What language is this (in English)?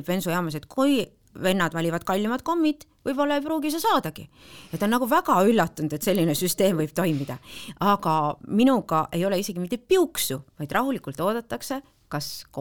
Estonian